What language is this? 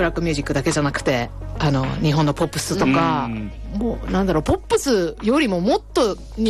Japanese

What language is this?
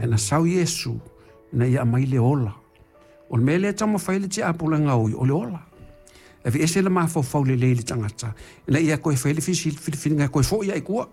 Samoan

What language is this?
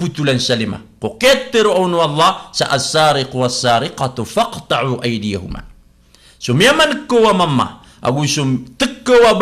Maranao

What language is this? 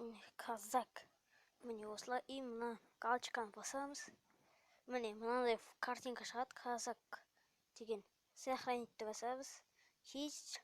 Kazakh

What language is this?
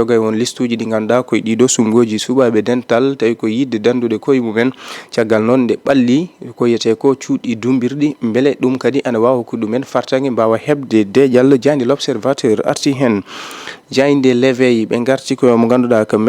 Fula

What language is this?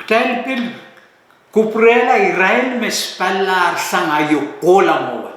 Pohnpeian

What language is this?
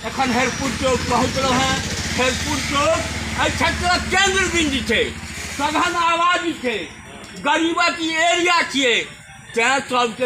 Maithili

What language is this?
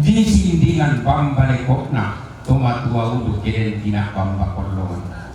Toraja-Sa'dan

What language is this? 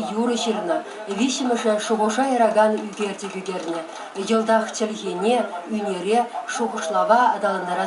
Chuvash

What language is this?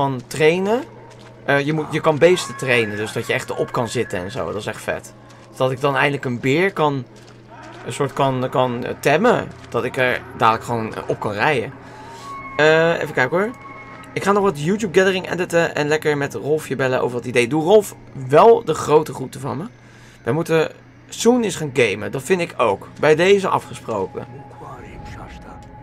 Dutch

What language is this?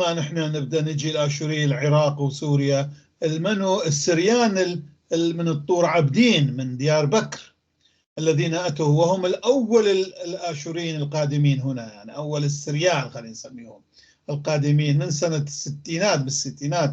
North Levantine Arabic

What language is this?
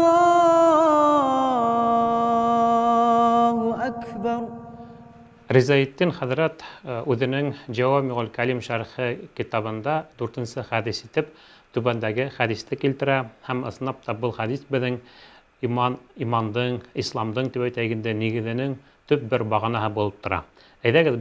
Bashkir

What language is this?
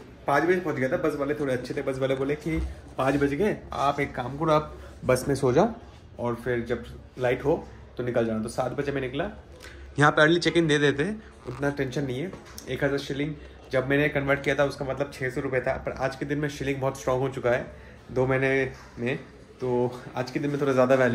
Hindi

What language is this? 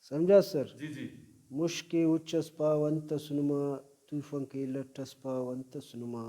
Brahui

